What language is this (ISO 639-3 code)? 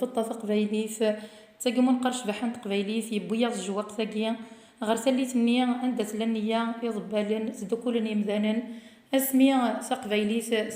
kab